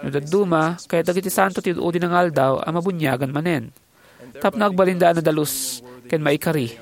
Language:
Iloko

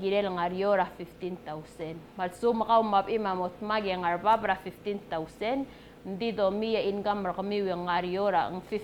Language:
Palauan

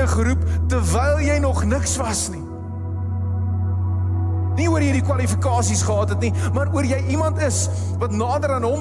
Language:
Afrikaans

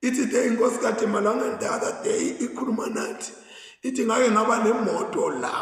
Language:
Zulu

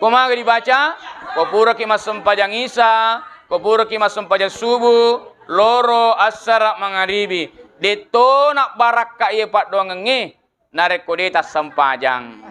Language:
Buginese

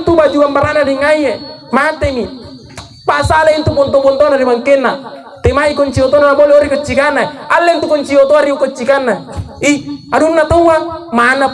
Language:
Makasar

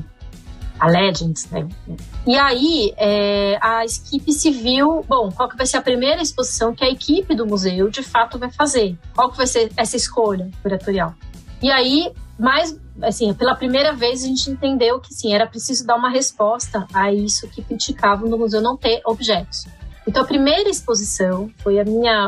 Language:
Portuguese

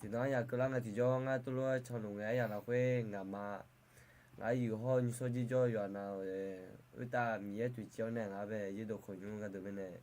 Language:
Akha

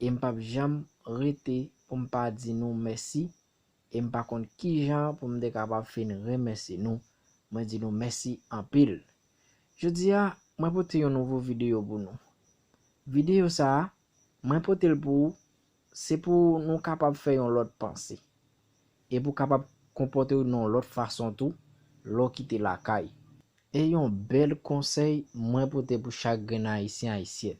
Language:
Haitian Creole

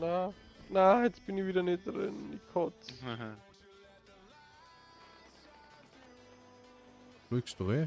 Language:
Bavarian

